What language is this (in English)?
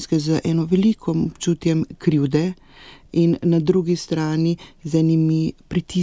Slovenian